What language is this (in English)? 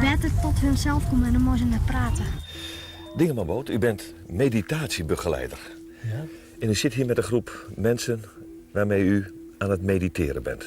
Western Frisian